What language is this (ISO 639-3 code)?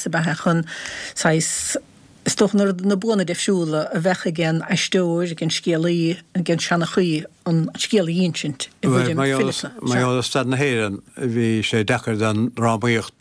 gle